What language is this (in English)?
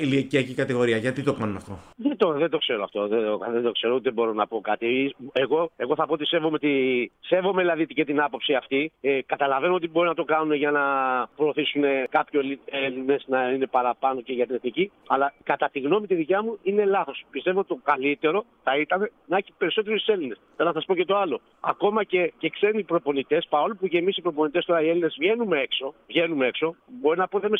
Greek